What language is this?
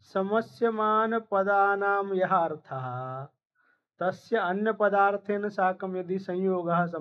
Sanskrit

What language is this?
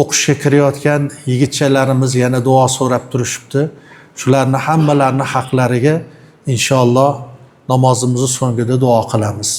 Uzbek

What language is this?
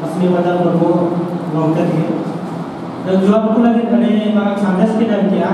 Santali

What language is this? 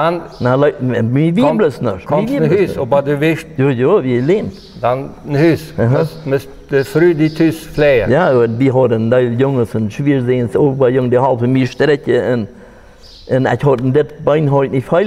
Plautdietsch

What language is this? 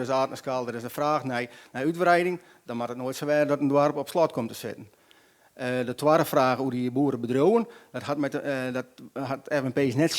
Western Frisian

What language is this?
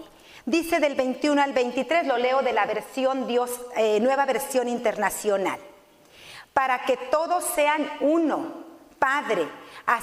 Spanish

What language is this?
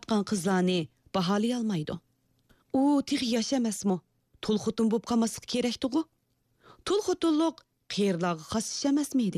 Uyghur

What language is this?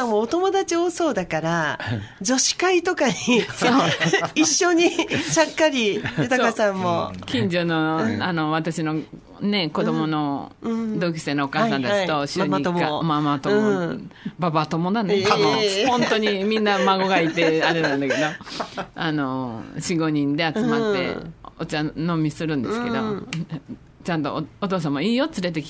Japanese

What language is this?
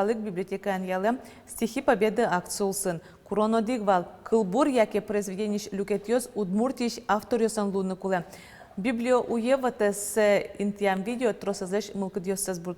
Udmurt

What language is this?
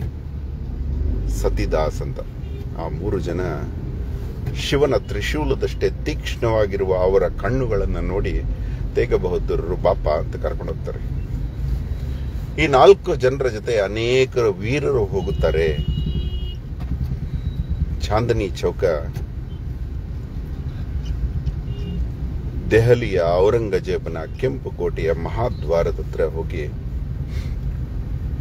Kannada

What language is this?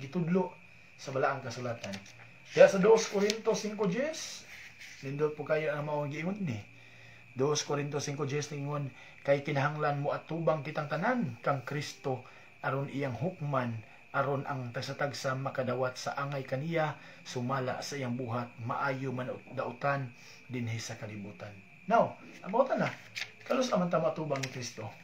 Cebuano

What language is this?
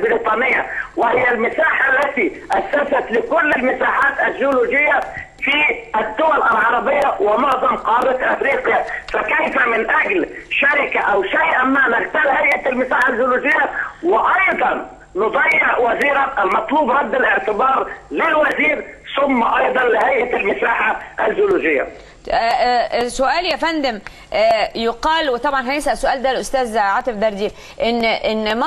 Egyptian Arabic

